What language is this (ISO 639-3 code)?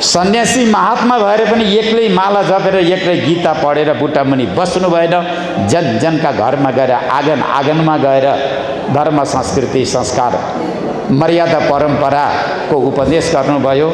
nep